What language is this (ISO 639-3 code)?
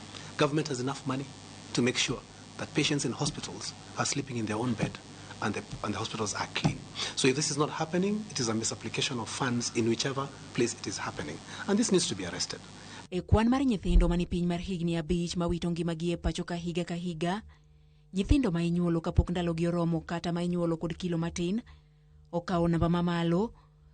luo